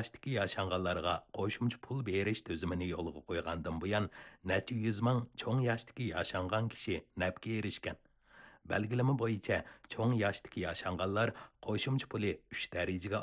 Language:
Uyghur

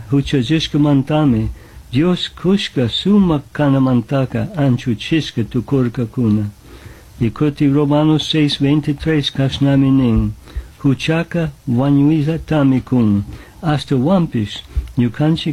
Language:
Chimborazo Highland Quichua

